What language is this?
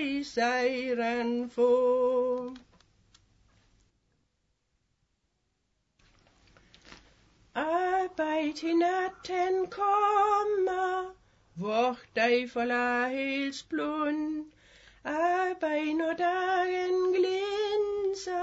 Danish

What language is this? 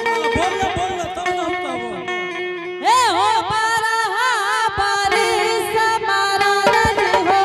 Angika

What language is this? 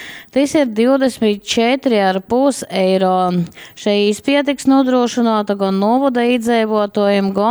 Latgalian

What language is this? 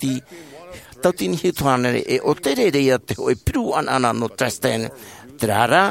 Tahitian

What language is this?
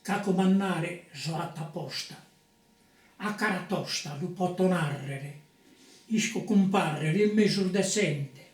Sardinian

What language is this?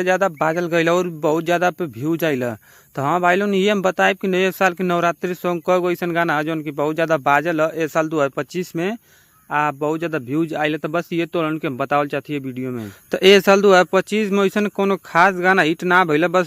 Bhojpuri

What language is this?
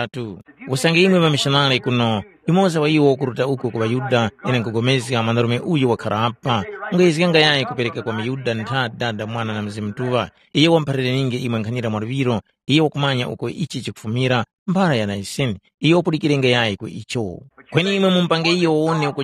Tumbuka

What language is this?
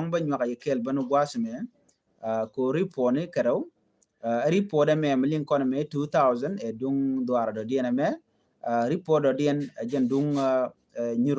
Nuer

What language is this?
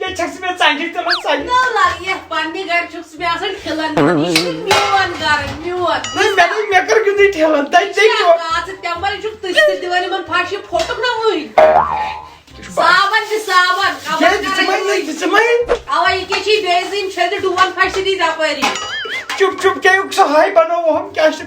Kashmiri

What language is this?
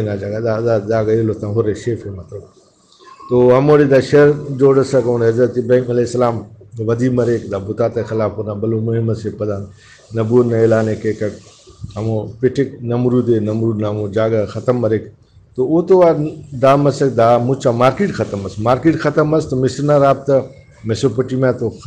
Brahui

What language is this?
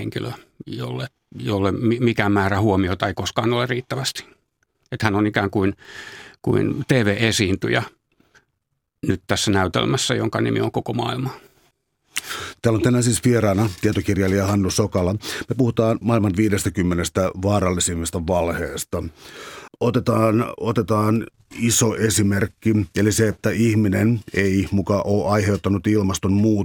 Finnish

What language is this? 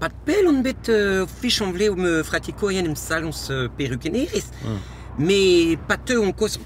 Breton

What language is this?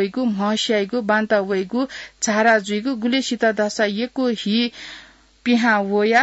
Newari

